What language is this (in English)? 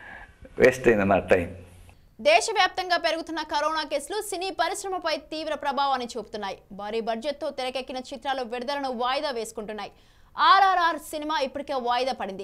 Telugu